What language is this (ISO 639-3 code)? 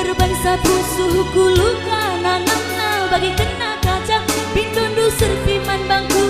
btx